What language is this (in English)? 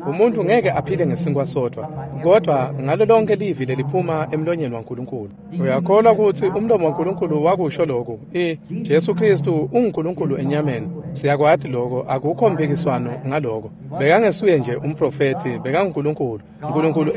Swati